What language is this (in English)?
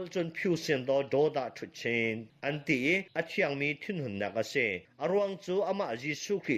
Hakha Chin